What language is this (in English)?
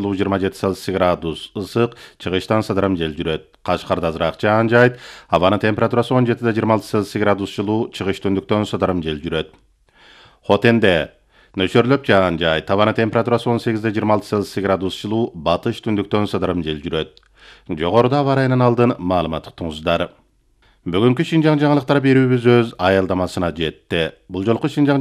Kyrgyz